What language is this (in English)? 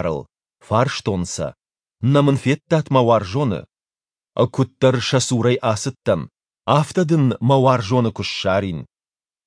Ossetic